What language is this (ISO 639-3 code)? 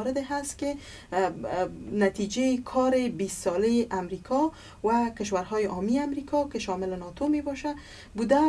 fas